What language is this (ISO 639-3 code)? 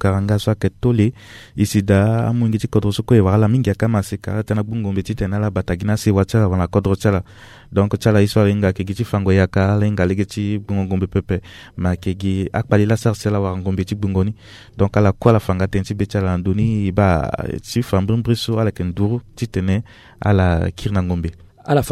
sag